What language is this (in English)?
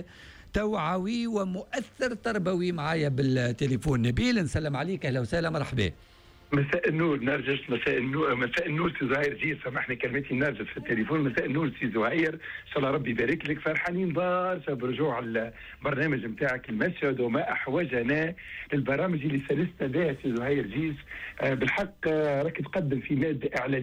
Tunisian Arabic